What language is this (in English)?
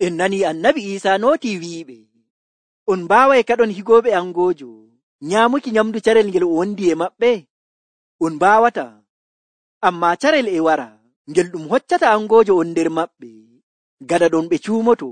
Nigerian Fulfulde